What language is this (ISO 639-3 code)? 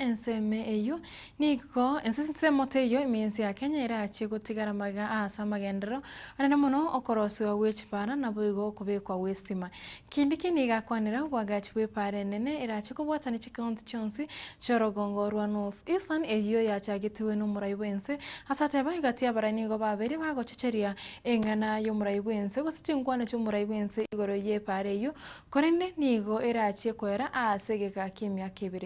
guz